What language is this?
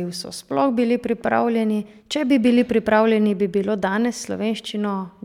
Slovenian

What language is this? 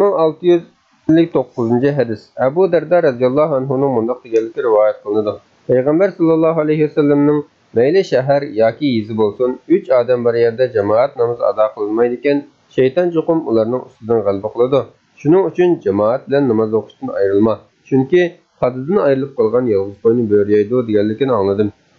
Uyghur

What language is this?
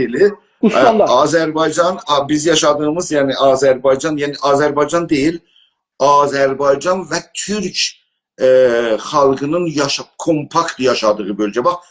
South Azerbaijani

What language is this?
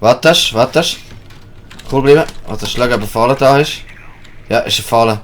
Swiss German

